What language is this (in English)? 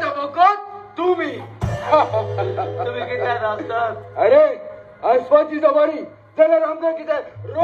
Konkani